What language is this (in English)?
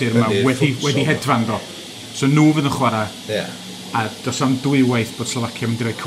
Welsh